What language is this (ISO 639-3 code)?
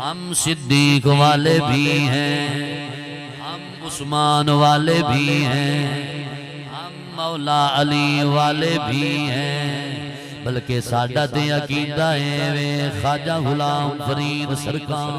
skr